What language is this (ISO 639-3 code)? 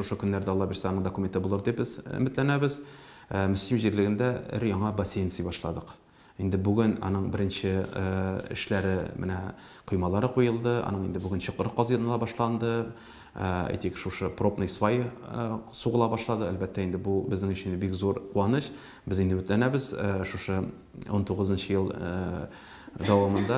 tat